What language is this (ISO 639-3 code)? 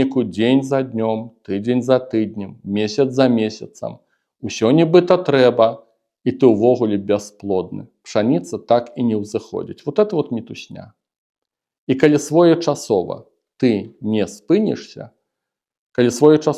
bel